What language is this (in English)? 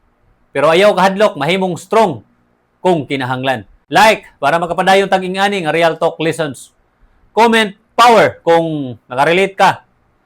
Cebuano